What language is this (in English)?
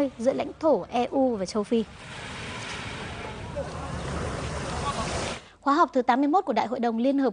Vietnamese